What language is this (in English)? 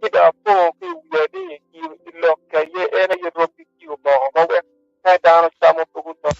Acoli